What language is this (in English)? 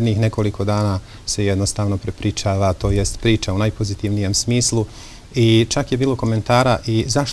Bosnian